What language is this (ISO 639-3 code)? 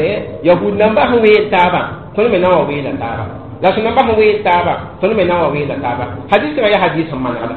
mos